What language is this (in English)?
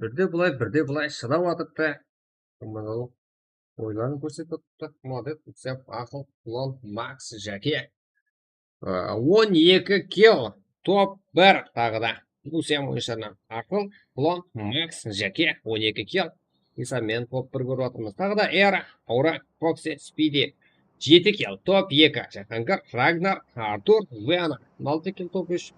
Kara-Kalpak